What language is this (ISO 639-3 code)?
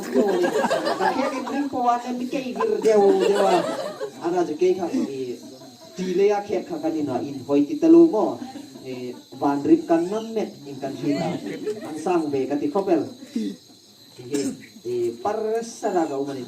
hmr